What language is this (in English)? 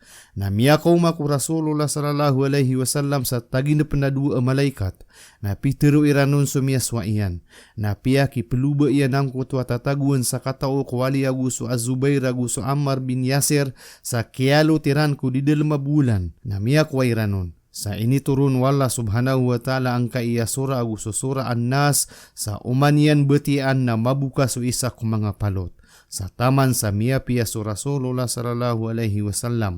Maranao